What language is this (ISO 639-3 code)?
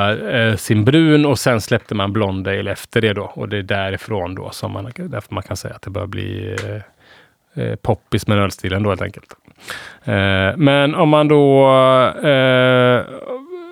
swe